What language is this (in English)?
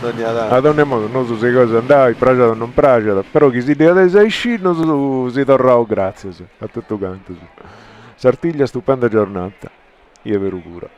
Sardinian